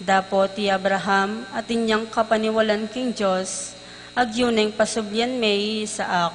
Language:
Pampanga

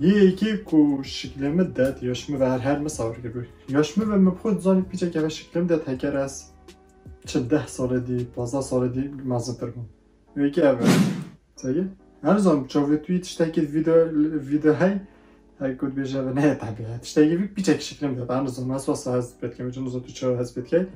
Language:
Kurdish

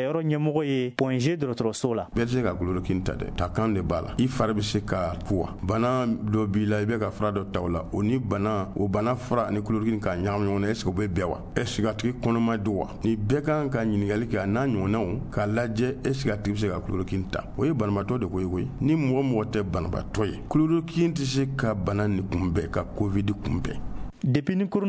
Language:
Bambara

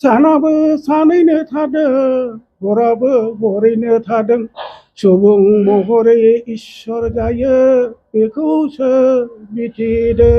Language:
Bodo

